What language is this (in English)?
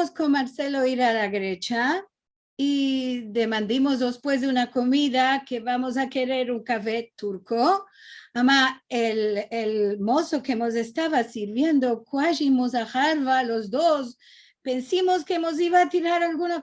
Ladino